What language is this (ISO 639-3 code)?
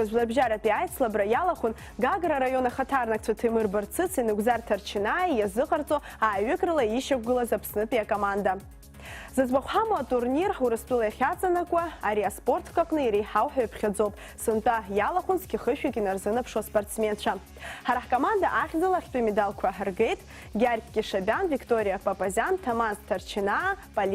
abk